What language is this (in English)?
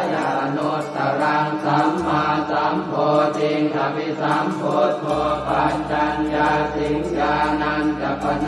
Pali